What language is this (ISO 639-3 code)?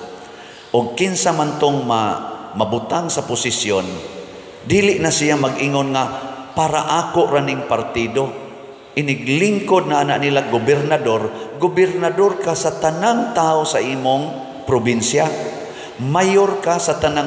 ceb